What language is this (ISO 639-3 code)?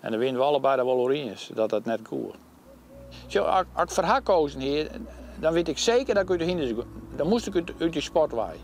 fry